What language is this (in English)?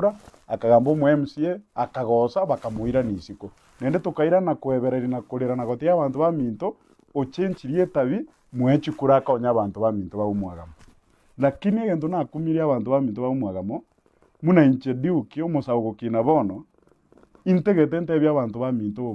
Gusii